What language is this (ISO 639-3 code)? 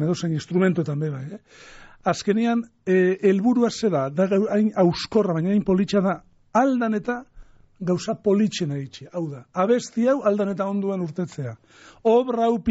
eus